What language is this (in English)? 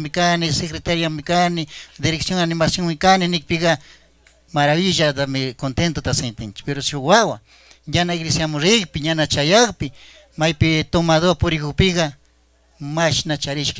Chimborazo Highland Quichua